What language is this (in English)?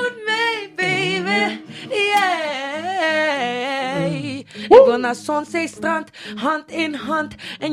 Dutch